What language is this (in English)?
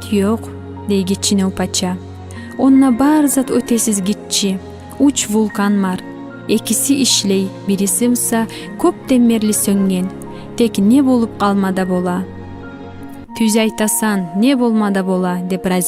Kumyk